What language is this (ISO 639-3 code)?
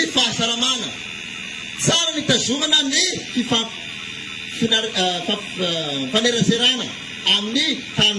mlg